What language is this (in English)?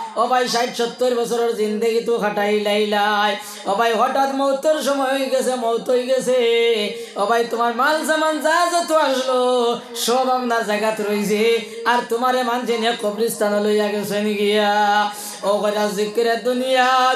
Sylheti